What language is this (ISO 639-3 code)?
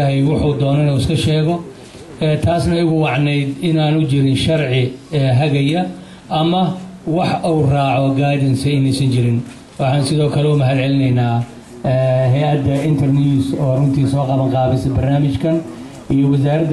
som